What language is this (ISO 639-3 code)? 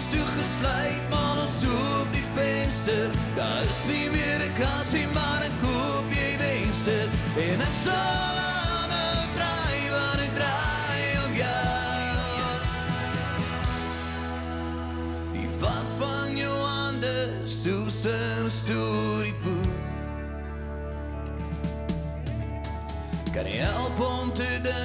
afr